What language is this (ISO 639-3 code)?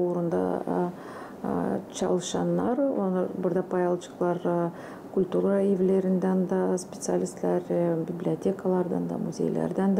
gag